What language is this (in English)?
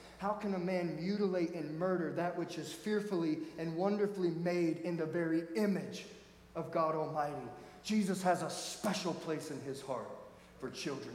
English